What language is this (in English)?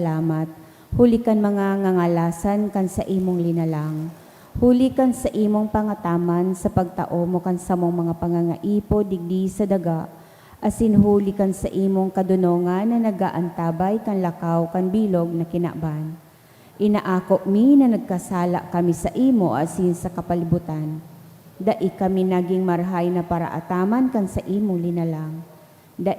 Bikol